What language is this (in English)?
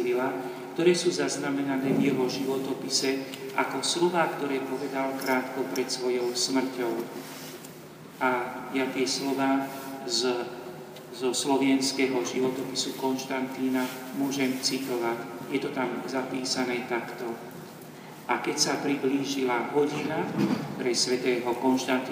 Slovak